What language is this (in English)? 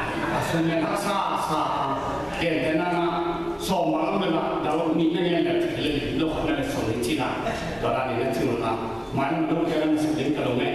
Tedim Chin